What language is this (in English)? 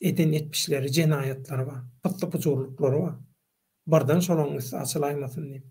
Turkmen